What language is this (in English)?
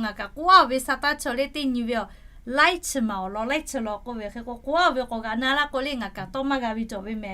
Lahu